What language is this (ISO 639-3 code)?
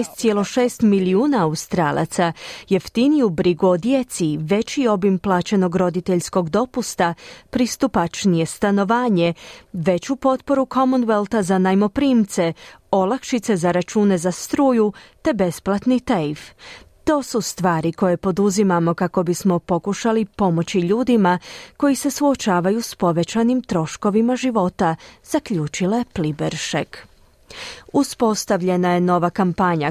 hrv